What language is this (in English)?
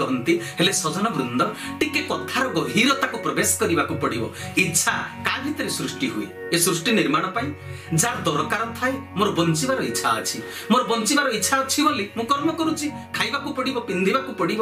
Odia